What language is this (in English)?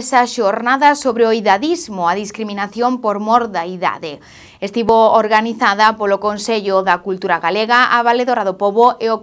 Galician